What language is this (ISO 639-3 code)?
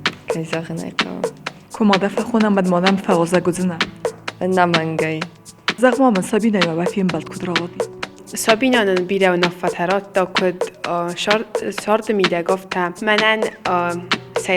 oss